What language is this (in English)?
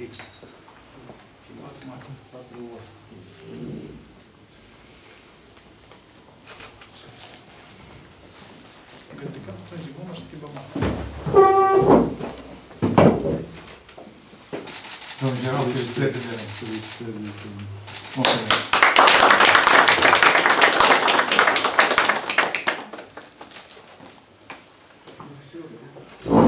Romanian